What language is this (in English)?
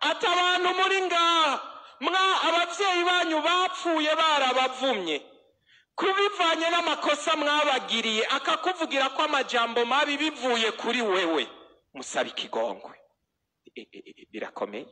Rundi